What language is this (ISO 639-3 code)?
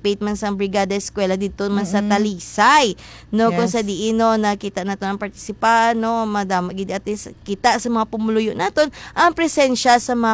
hil